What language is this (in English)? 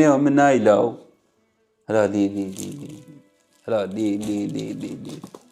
Kurdish